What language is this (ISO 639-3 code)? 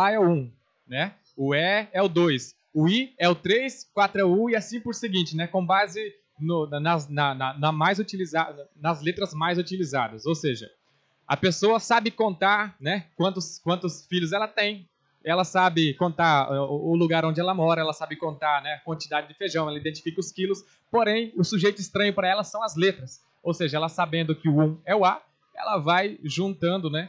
por